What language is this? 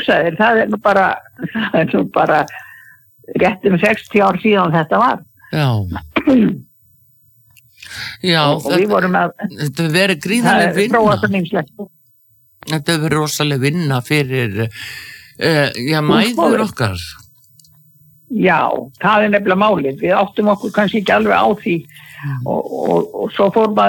Icelandic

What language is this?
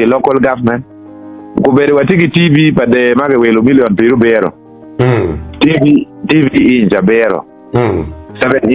Acoli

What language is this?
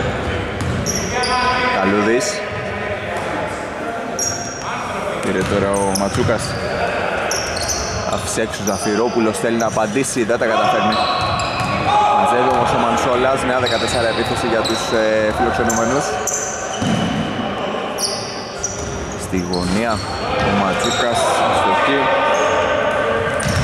Greek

